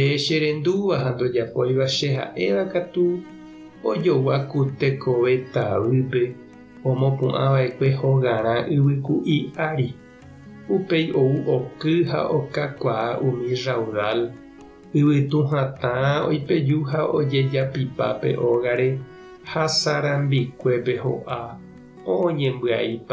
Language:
Guarani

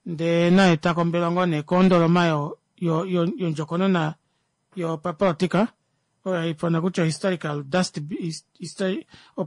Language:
Kuanyama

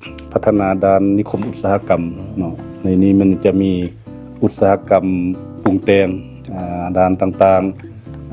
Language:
Lao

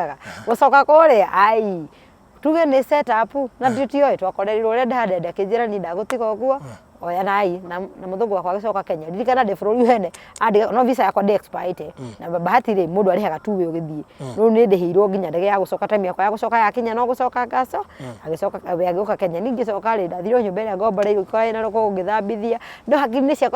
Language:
Kikuyu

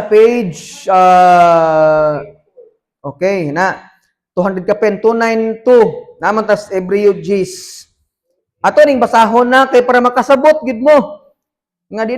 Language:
Cebuano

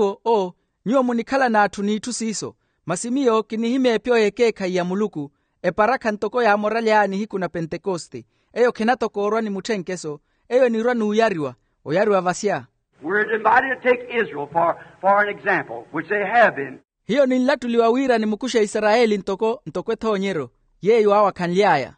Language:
Makhuwa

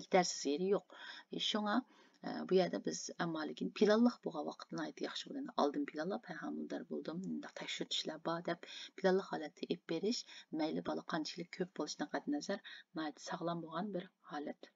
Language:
Uyghur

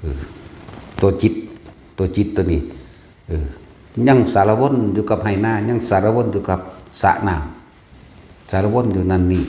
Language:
Northeastern Thai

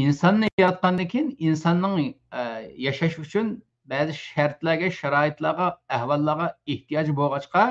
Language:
Uyghur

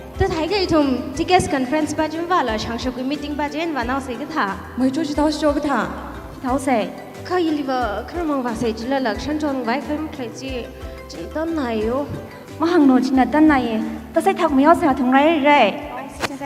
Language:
Tangkhul Naga (India)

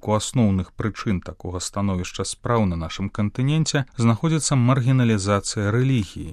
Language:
Belarusian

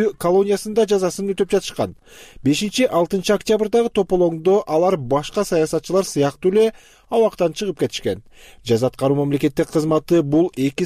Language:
Kyrgyz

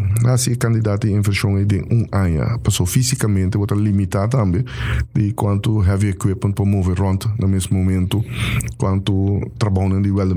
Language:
Papiamento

